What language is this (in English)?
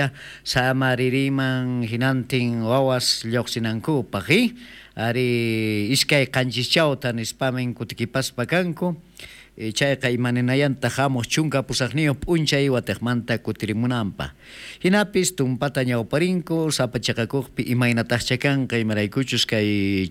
South Bolivian Quechua